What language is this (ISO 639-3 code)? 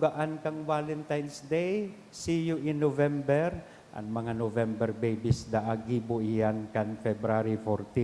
bik